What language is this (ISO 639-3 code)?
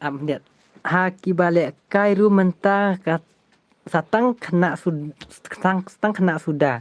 kha